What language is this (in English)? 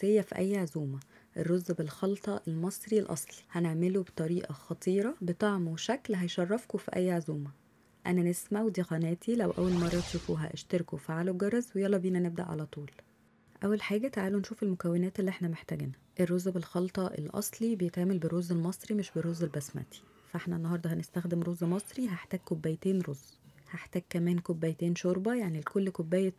Egyptian Arabic